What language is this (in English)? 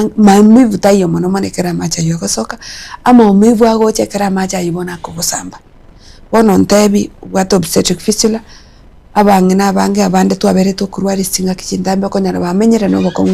Gusii